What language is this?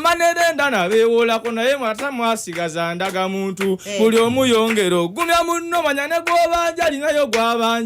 Ganda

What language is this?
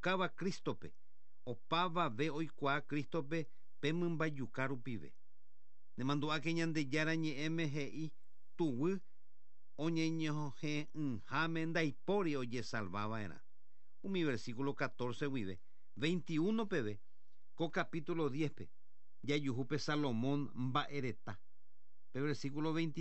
Guarani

